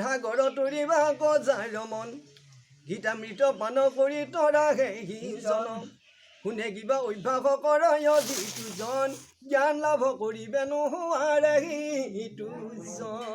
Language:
Assamese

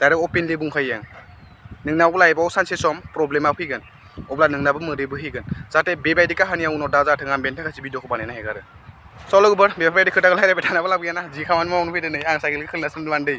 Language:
Bodo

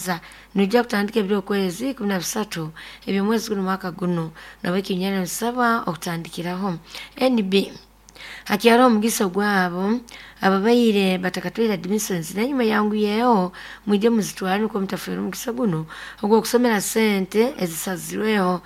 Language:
Nyoro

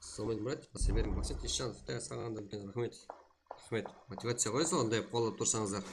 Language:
Kara-Kalpak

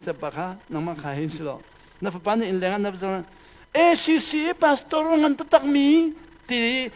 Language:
Hakha Chin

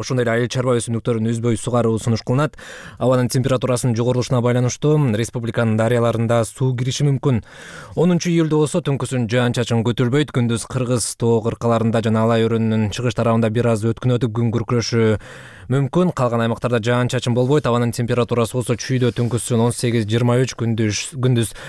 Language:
Kyrgyz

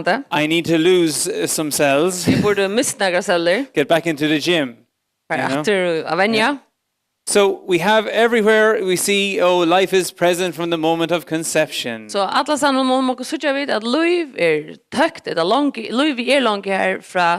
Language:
Faroese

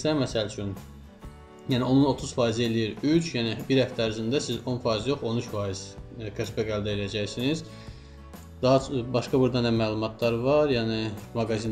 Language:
Azerbaijani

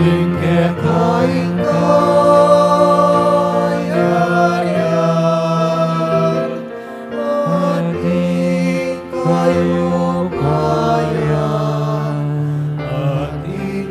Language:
Pampanga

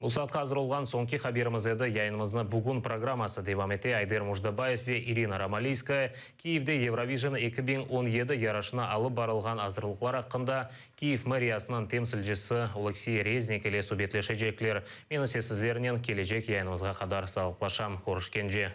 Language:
Crimean Tatar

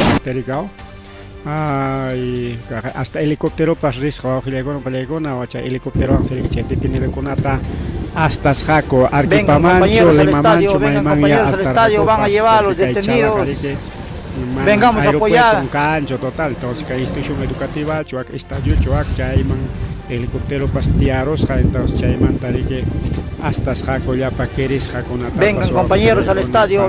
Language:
Ayacucho Quechua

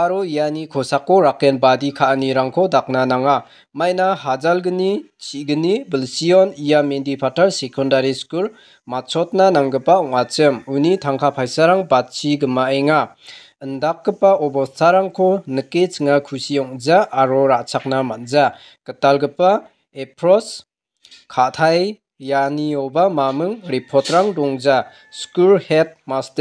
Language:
Garo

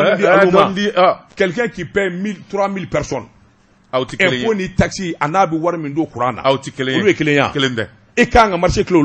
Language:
Bambara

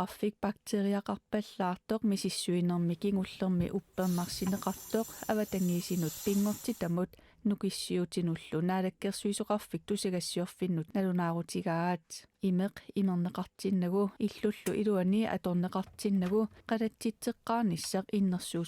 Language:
Kalaallisut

